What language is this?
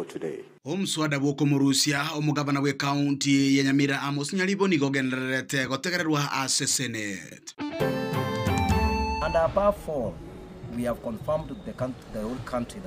Gusii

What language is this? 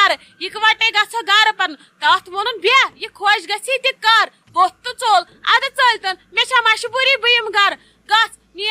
Kashmiri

